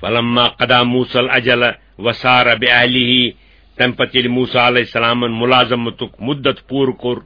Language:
Kashmiri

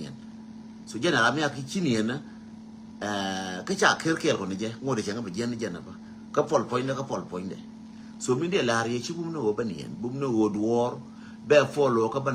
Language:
Nuer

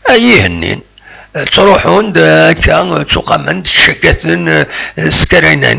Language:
Kabyle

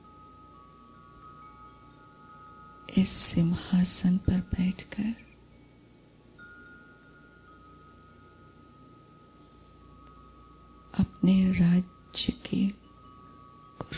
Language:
Hindi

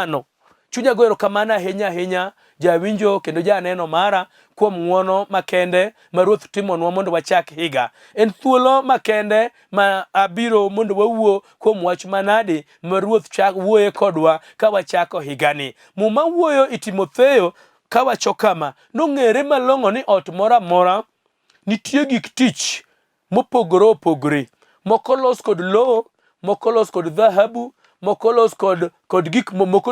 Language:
Luo (Kenya and Tanzania)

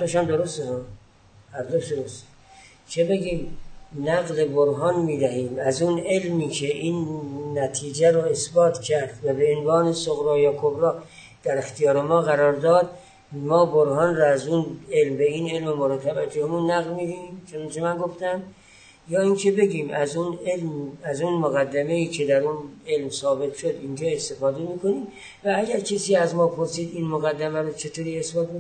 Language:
Persian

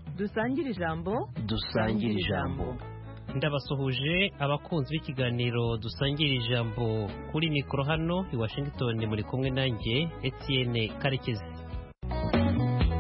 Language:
Kinyarwanda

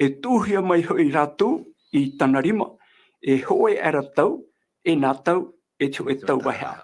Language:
Tahitian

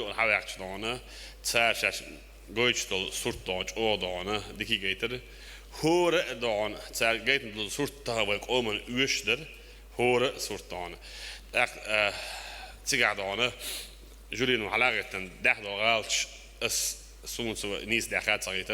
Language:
Chechen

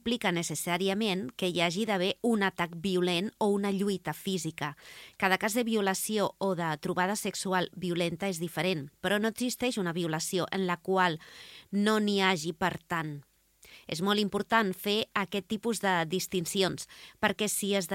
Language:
Catalan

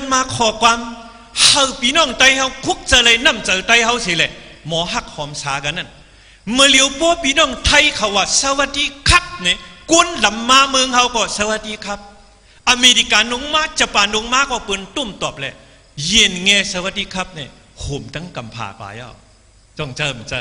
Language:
Shan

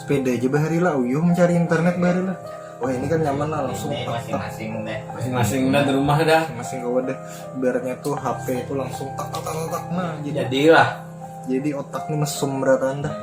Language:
Banjar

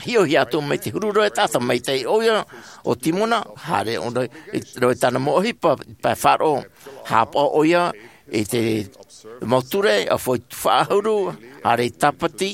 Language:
Tahitian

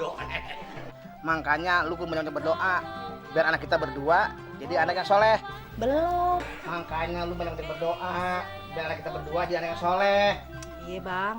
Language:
Betawi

